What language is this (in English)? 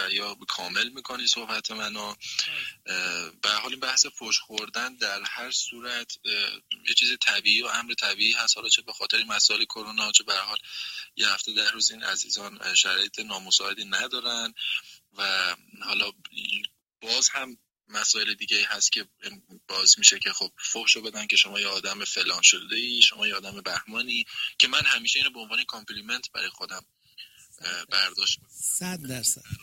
Persian